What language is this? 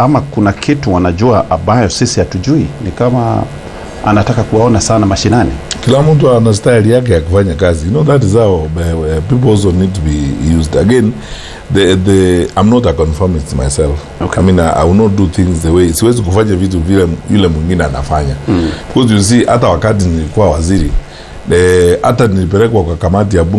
Kikuyu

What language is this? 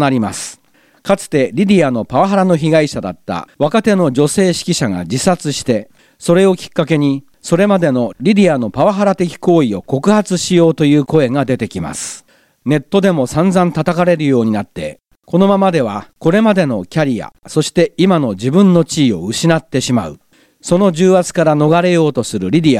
Japanese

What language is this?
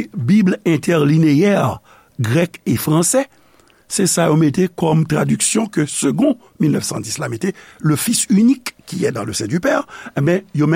Haitian Creole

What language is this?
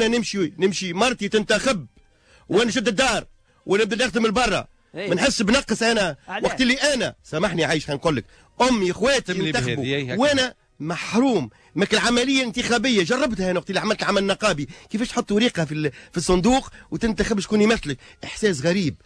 Tunisian Arabic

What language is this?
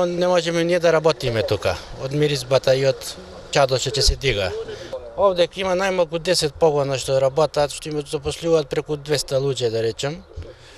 Macedonian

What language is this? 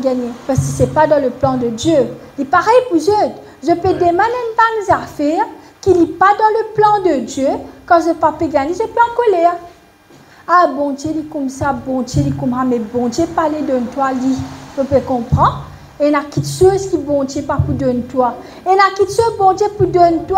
Morisyen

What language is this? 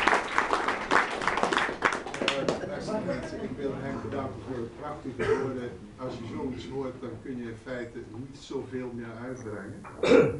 Dutch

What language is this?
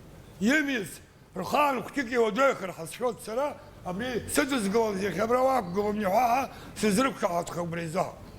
Abkhazian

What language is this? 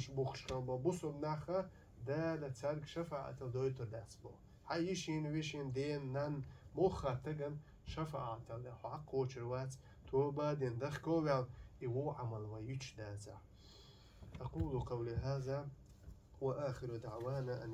Chechen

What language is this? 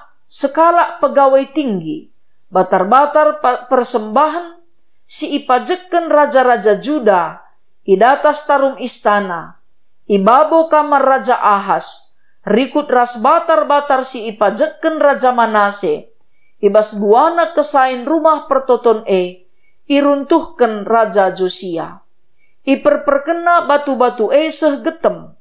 Batak Karo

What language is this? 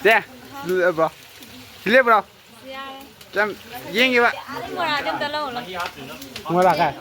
Manipuri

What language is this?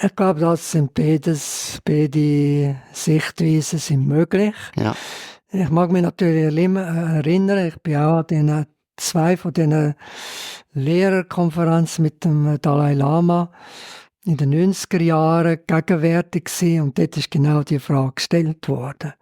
Swiss German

